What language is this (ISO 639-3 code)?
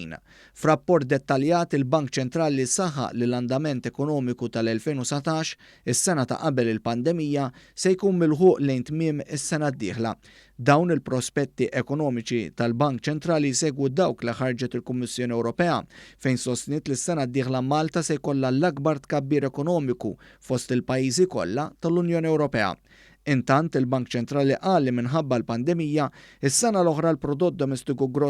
mlt